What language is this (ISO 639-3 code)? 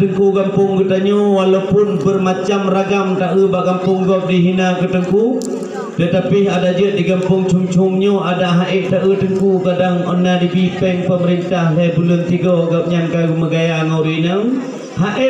ace